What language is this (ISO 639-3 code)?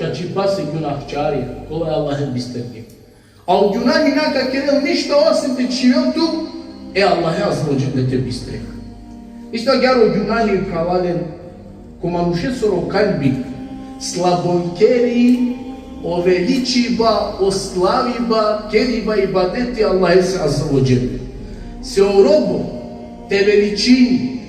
rmn